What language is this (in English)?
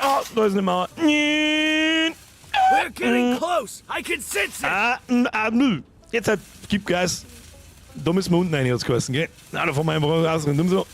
Bavarian